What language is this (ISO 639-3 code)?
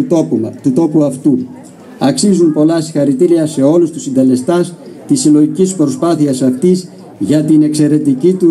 ell